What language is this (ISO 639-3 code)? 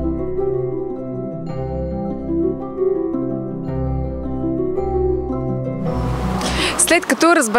bul